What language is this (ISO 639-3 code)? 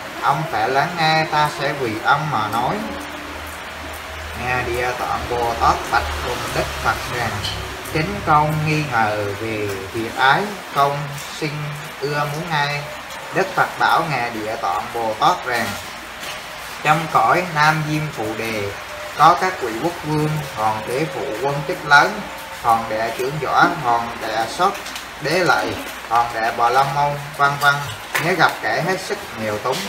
vie